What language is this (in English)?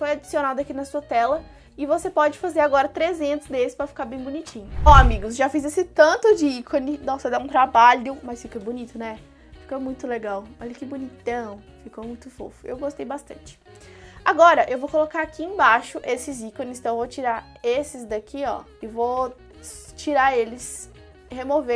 Portuguese